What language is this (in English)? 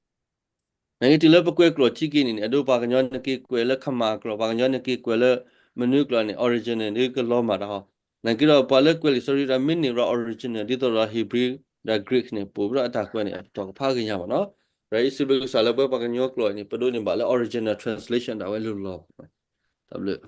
S'gaw Karen